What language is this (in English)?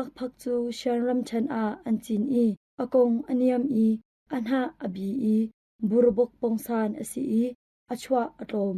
Hakha Chin